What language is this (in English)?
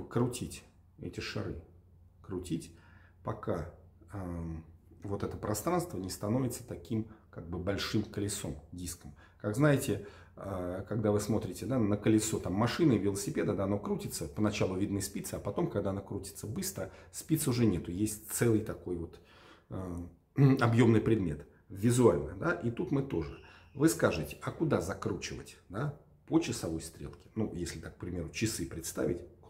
Russian